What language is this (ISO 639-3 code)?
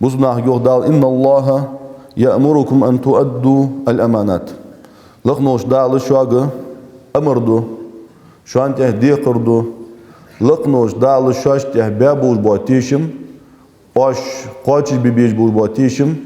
inh